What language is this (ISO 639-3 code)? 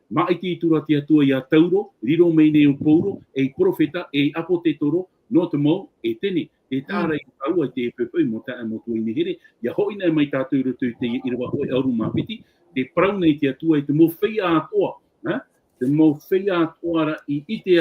tah